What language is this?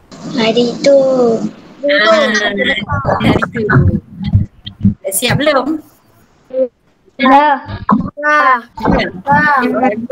Malay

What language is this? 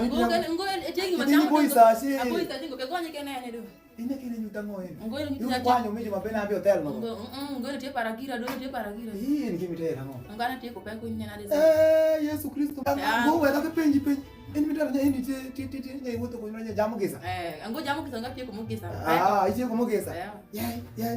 Alur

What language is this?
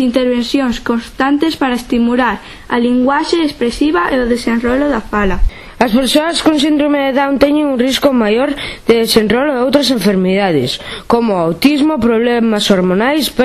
Galician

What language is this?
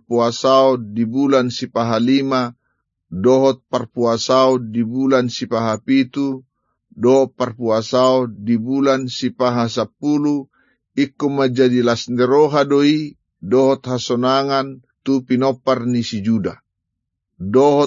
Batak Toba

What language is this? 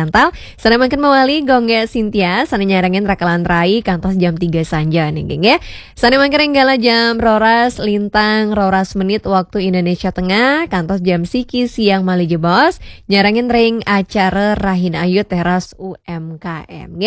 Balinese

